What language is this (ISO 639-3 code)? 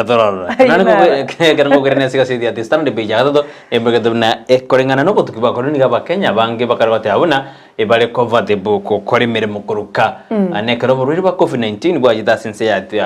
guz